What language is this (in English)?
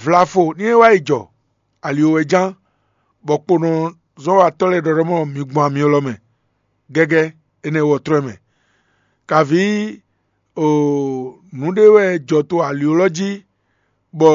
Fon